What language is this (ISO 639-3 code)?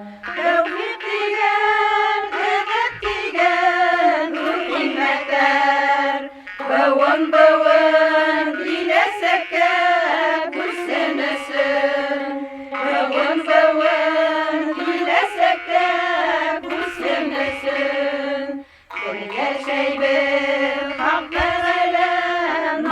bak